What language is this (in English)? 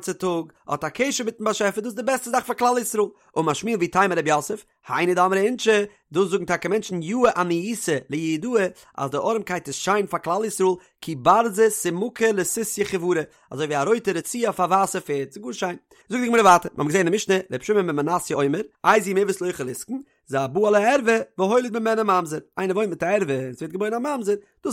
Yiddish